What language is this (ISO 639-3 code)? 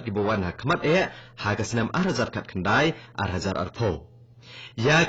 kha